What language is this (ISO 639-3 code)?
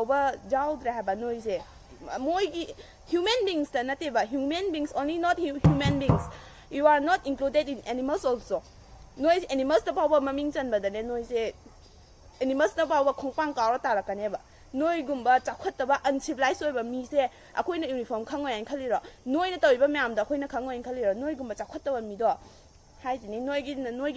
mni